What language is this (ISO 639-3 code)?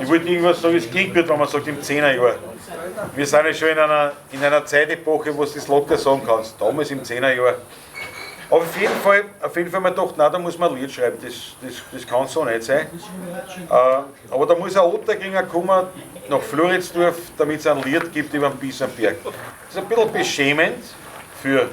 bar